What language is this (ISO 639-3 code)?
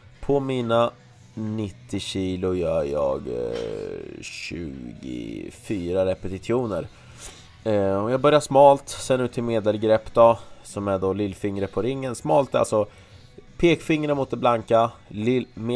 swe